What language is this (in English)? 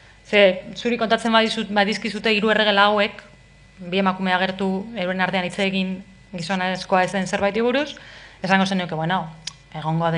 Basque